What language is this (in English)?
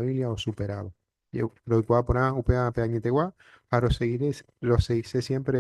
Guarani